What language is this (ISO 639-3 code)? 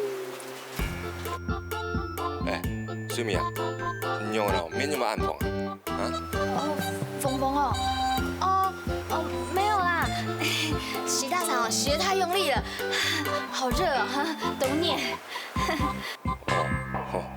hak